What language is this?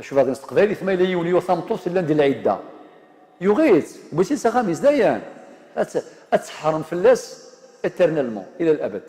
Algerian Arabic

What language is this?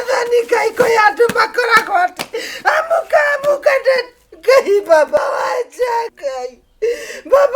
Kikuyu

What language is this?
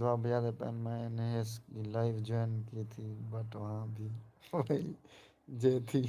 Saraiki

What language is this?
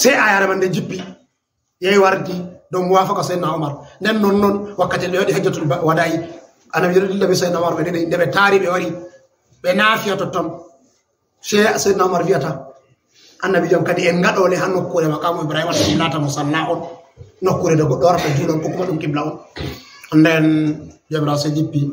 Fula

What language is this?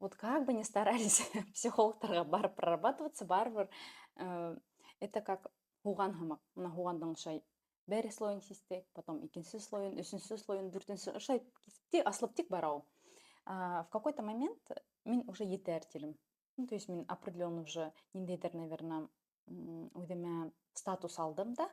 Bashkir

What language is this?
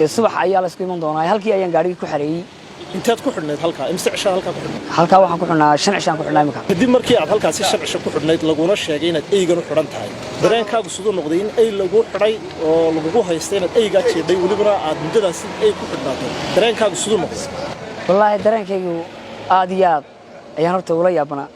Somali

